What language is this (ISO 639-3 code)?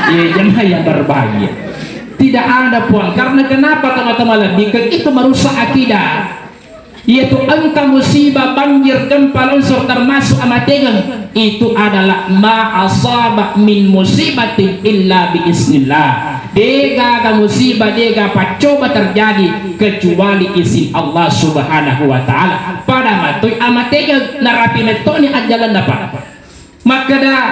bug